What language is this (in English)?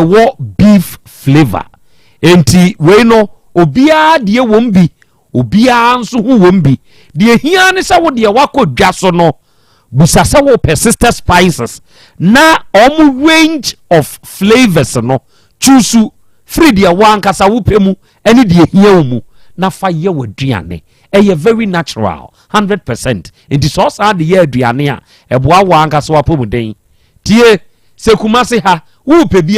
Akan